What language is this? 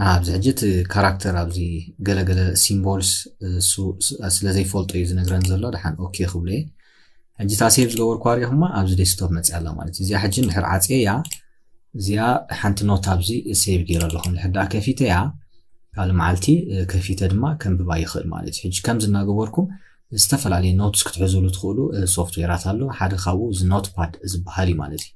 Tigrinya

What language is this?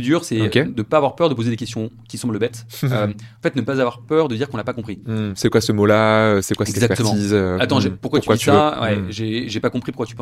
French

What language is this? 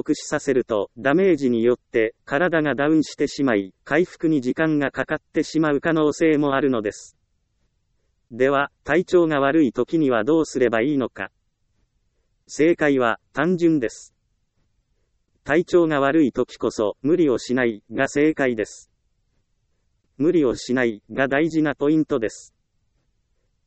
Japanese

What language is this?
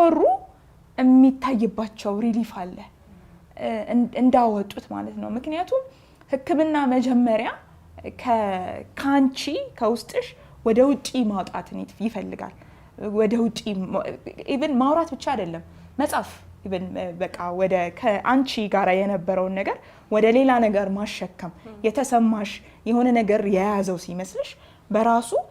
Amharic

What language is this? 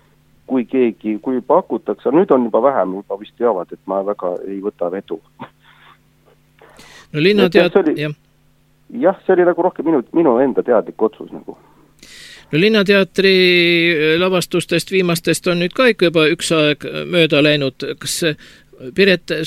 Estonian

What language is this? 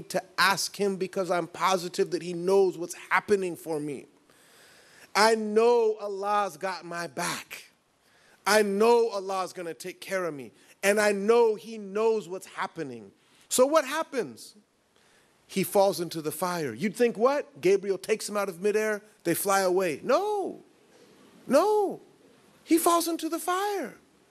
English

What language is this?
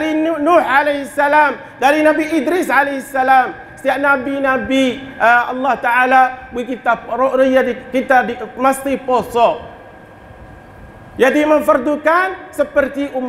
Malay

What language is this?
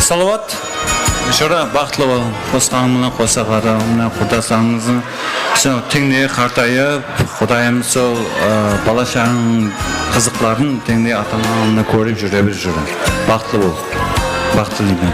Kara-Kalpak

